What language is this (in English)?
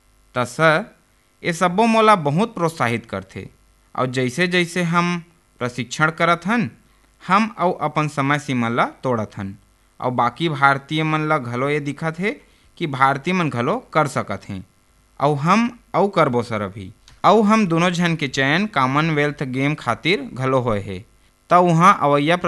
Chhattisgarhi